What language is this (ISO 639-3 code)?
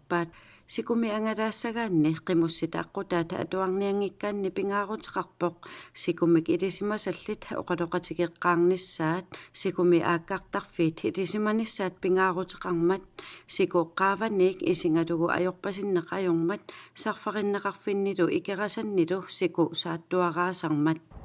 kal